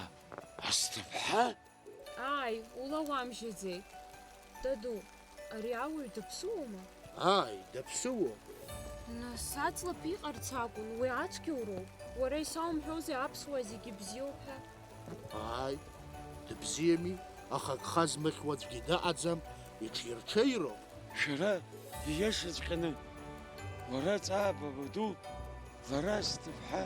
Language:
Abkhazian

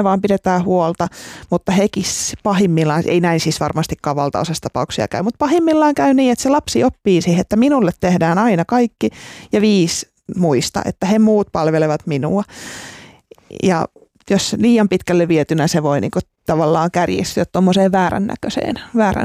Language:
Finnish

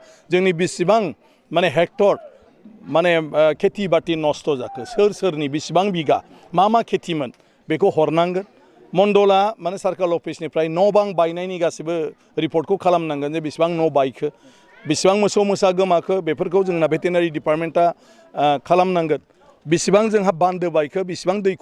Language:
Bodo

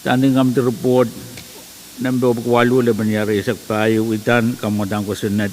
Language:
Pohnpeian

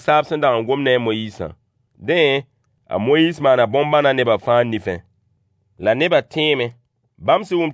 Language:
Mossi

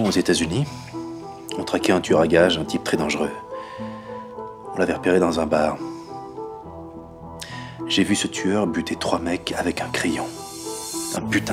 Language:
French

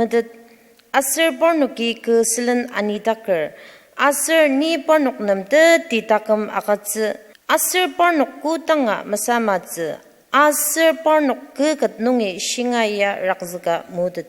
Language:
Ao Naga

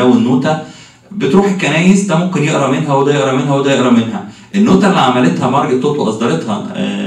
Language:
Egyptian Arabic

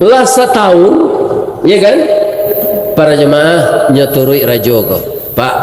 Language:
Minangkabau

